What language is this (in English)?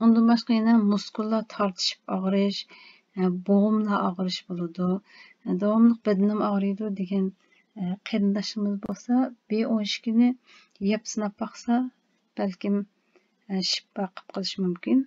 Uyghur